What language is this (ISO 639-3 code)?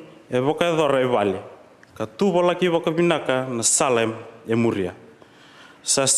fij